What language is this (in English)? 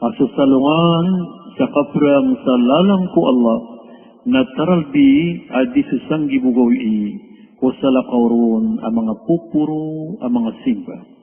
Maranao